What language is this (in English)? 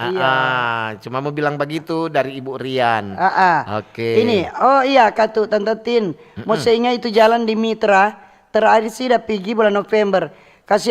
Manado Malay